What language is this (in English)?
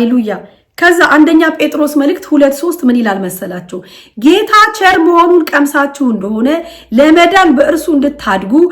Amharic